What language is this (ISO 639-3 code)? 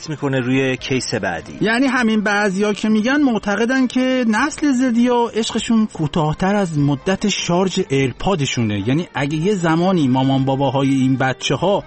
fas